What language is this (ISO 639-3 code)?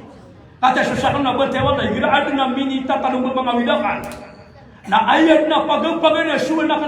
mrw